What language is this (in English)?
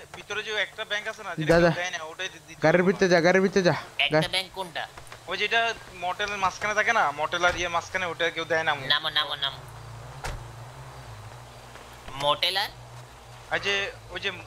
Bangla